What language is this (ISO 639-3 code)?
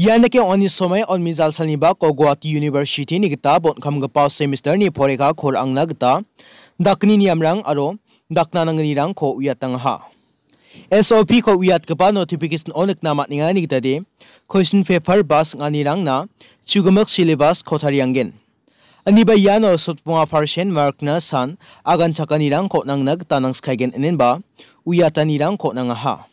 grt